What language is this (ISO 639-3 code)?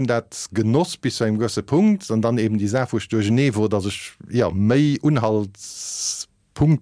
ltz